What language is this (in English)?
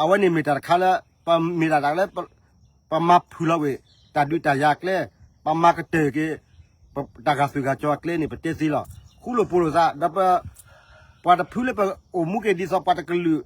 S'gaw Karen